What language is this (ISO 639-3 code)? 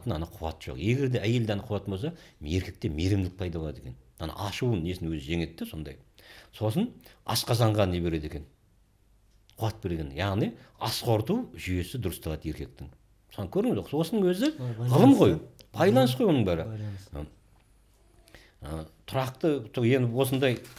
kaz